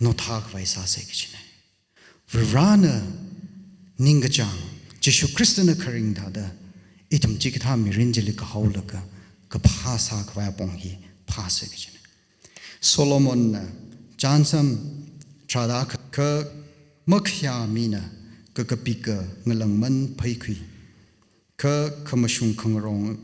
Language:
Tangkhul Naga (India)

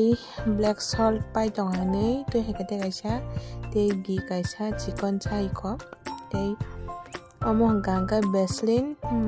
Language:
Kok Borok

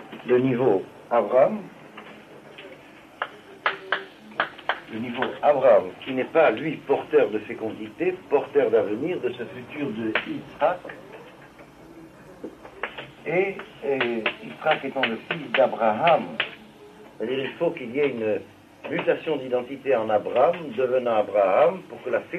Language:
French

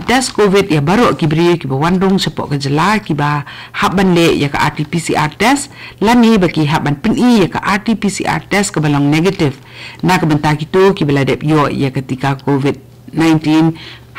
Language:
Khasi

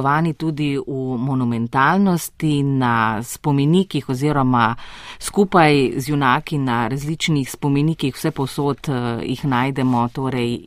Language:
Slovenian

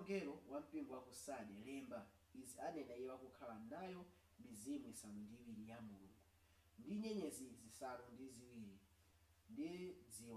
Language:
Nyanja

